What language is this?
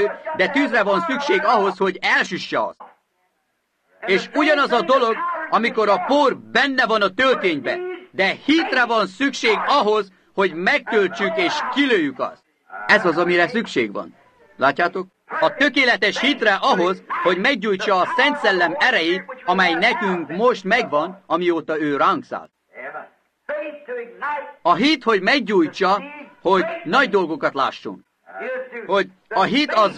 Hungarian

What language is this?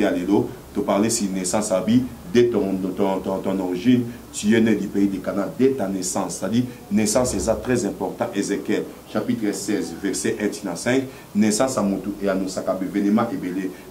Lingala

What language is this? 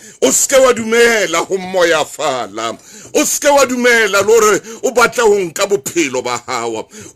Southern Sotho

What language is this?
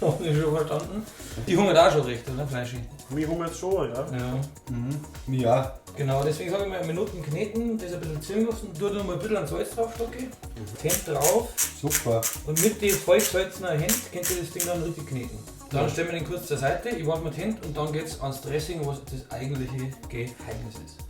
Bavarian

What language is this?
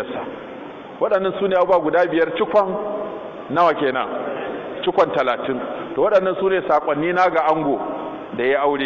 Hausa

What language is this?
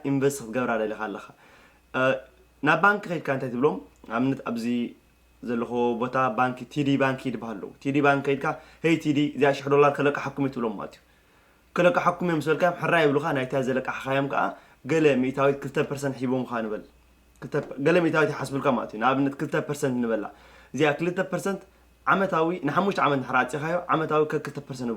Tigrinya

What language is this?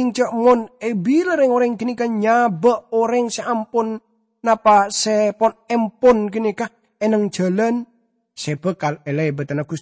Madurese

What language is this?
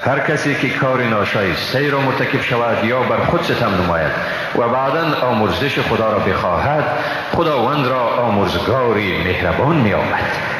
Persian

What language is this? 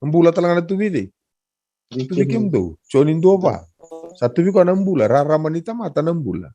Fijian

